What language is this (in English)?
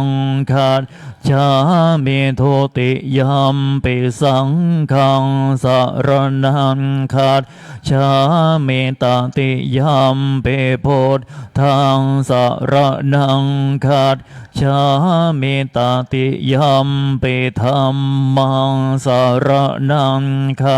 Pali